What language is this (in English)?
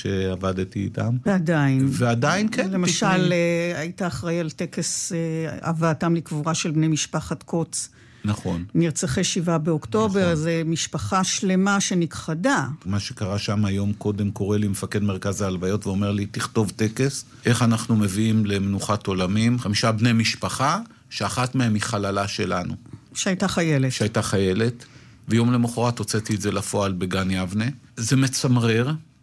Hebrew